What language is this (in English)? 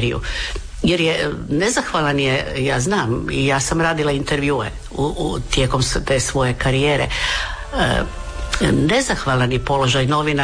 Croatian